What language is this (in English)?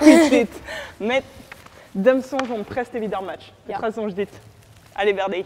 Breton